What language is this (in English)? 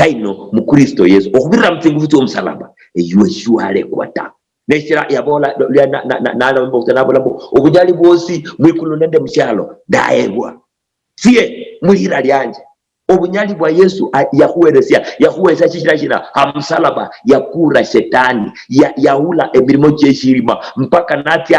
Luyia